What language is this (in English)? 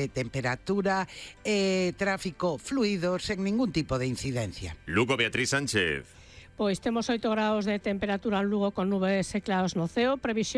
Galician